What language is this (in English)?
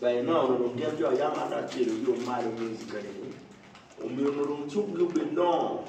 Acoli